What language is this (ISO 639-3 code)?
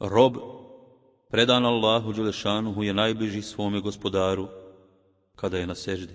bos